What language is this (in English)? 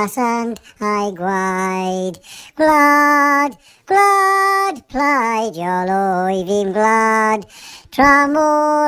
Welsh